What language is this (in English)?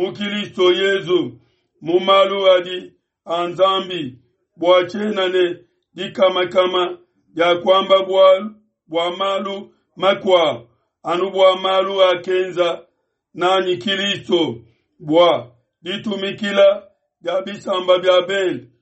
Luba-Lulua